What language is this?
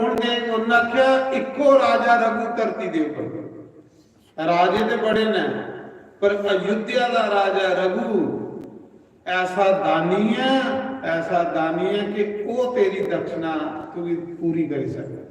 Dogri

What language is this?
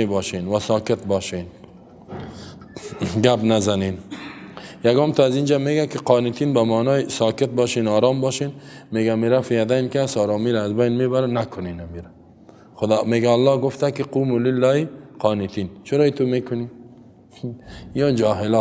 Persian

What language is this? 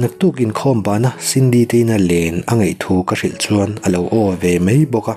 Mizo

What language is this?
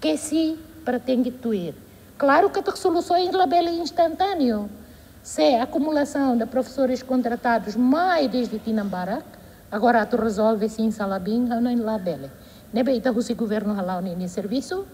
Tetum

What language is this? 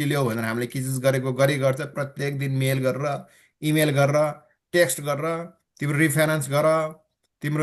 Nepali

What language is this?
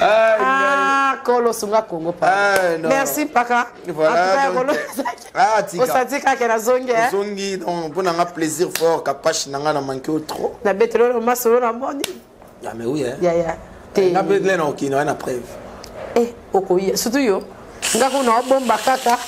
Lingala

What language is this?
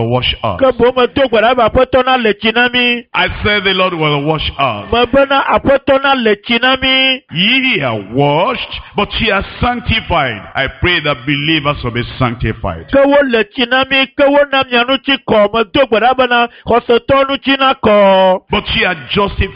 Ewe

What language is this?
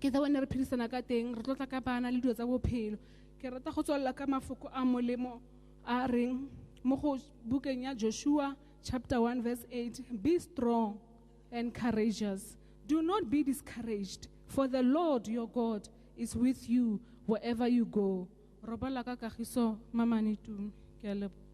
Tswana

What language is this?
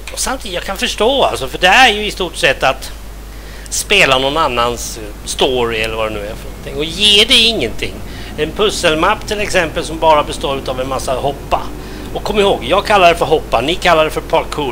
Swedish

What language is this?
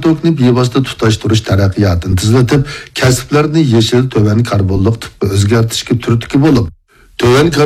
Uyghur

